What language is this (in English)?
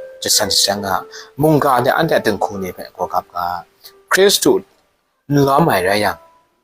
Kachin